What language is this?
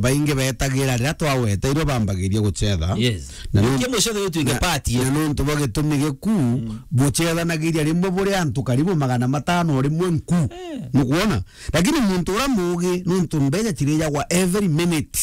Meru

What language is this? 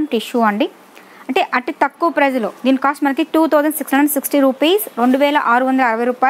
Telugu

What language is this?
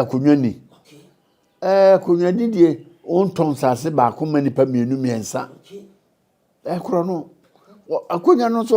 Akan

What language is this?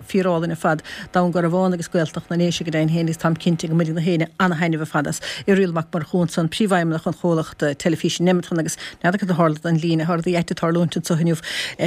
Irish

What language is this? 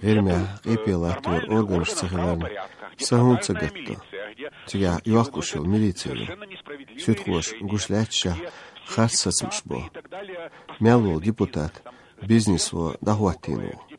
Chechen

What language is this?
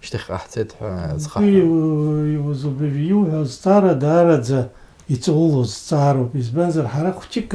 Abkhazian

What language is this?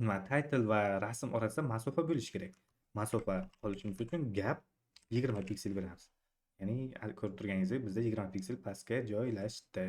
Uzbek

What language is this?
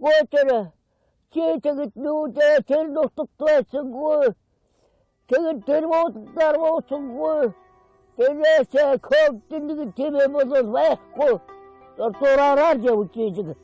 Mongolian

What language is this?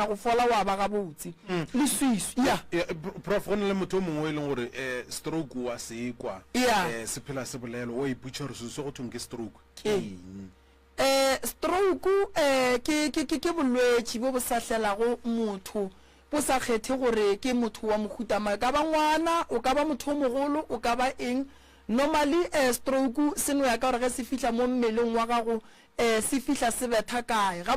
Northern Sotho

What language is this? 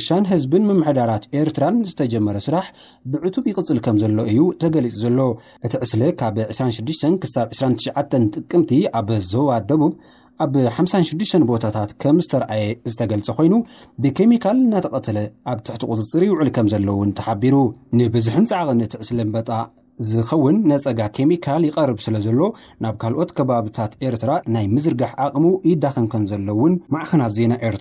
Tigrinya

